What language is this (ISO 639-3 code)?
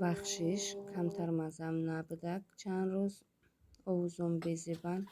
tgk